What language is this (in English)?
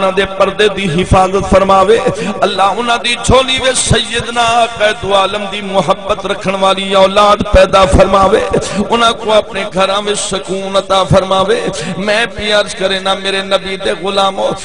Saraiki